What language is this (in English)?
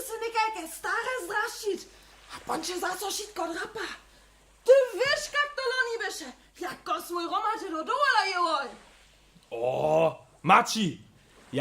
Upper Sorbian